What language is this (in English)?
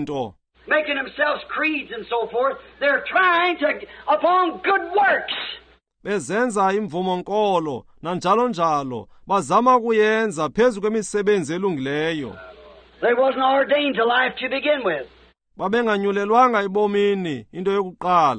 Xhosa